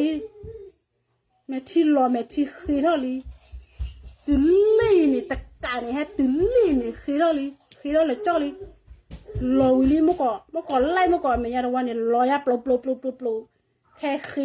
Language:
S'gaw Karen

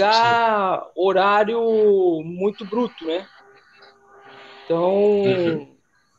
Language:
Portuguese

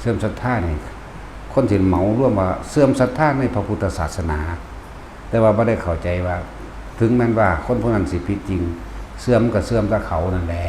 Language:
Northeastern Thai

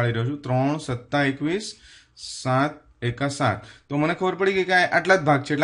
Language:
Gujarati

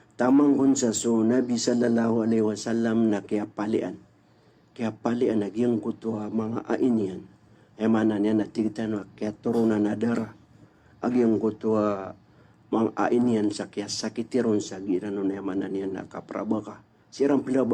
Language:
Maranao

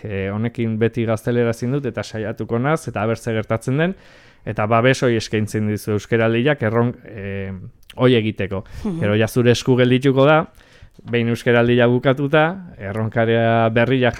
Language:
Basque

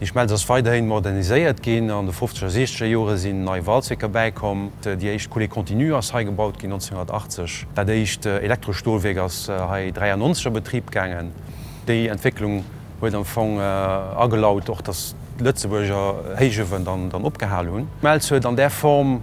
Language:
Luxembourgish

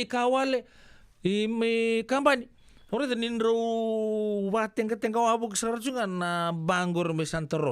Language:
Fijian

